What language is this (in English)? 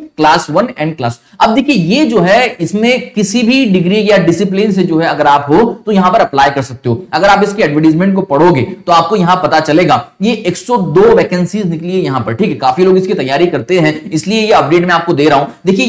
Hindi